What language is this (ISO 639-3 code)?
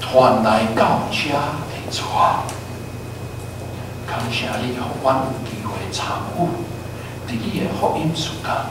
nan